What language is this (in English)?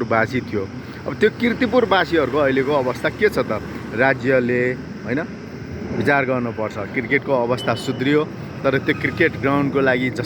Nepali